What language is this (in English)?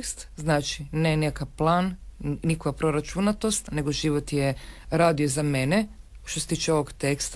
Croatian